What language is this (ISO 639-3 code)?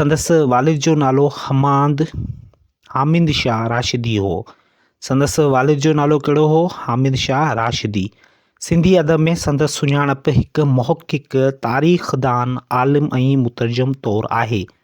snd